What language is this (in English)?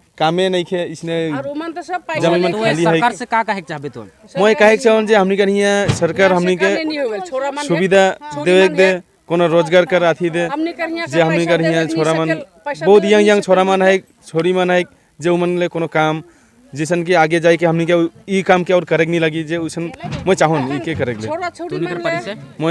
Sadri